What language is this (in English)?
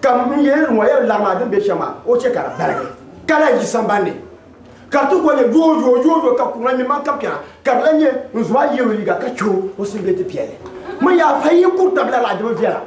Dagbani